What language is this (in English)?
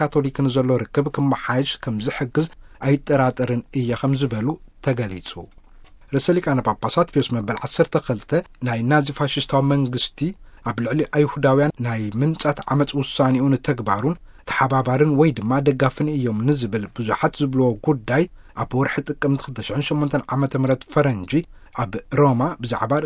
Tigrinya